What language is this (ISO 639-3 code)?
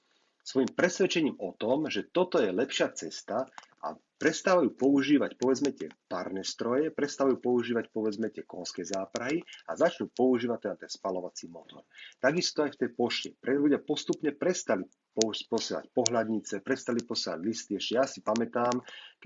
slk